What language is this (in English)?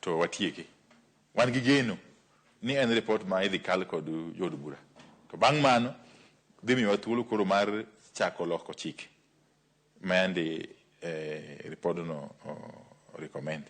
Luo (Kenya and Tanzania)